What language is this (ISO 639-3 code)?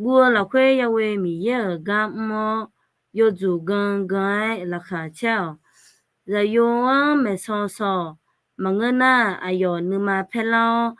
ahk